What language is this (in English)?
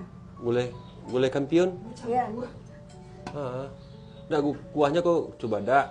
Minangkabau